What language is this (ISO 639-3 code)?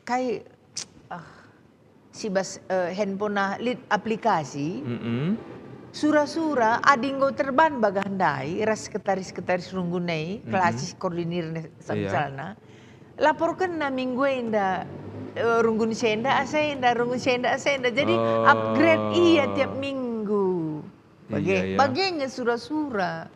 btx